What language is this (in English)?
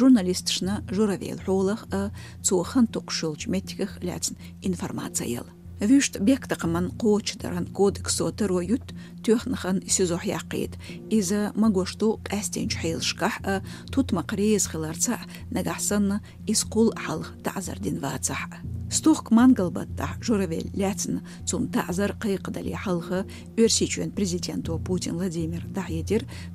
Chechen